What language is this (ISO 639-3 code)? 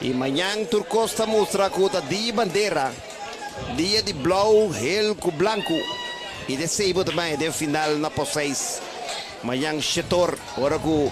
pap